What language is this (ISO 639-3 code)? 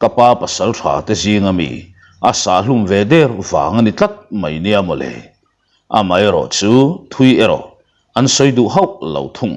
lus